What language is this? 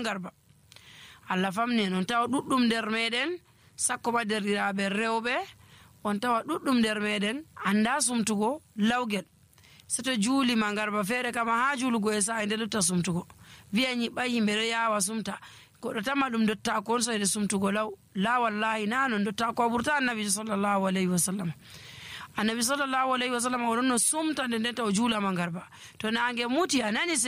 Nigerian Fulfulde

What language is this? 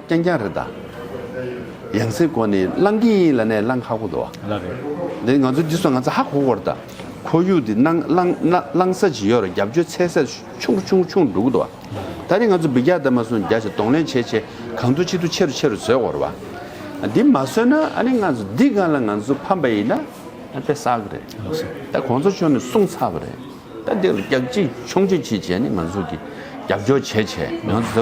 Tibetan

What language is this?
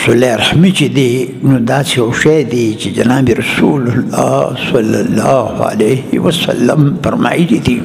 Pashto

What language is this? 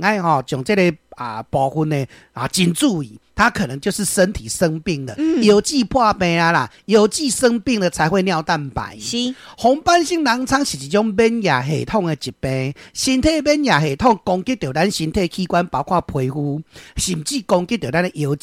Min Nan Chinese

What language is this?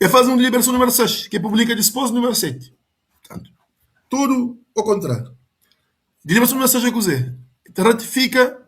Kabuverdianu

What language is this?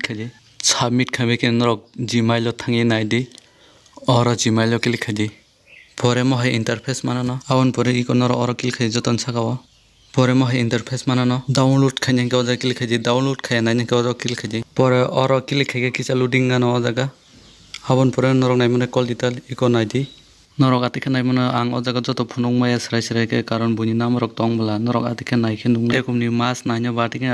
Kok Borok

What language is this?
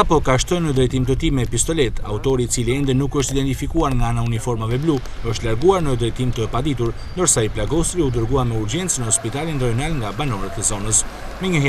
Albanian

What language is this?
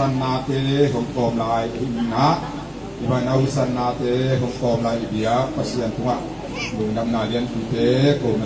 Tedim Chin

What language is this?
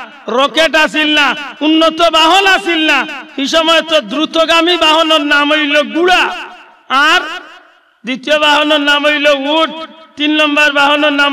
Sylheti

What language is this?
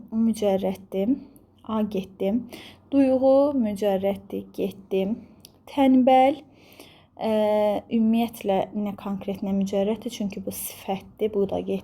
Azerbaijani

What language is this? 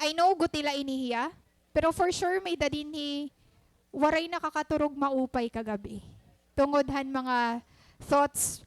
Waray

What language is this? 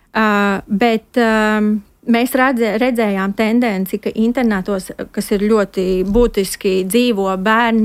Latvian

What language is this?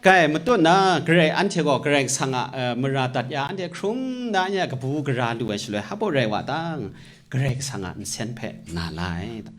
Kachin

